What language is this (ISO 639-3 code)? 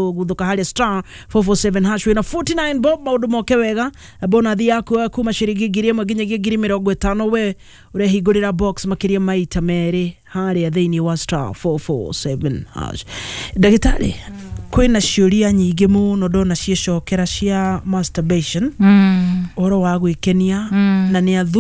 kik